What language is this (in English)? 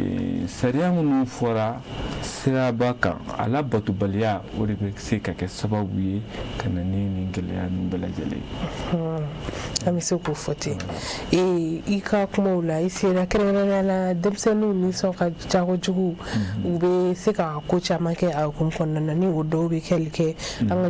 Bambara